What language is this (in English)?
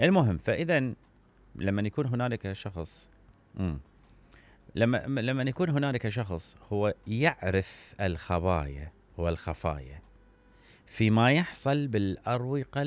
Mesopotamian Arabic